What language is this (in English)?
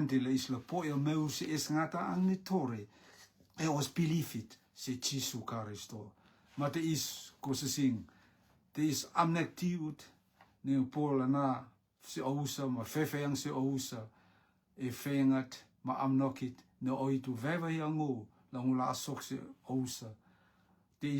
Rotuman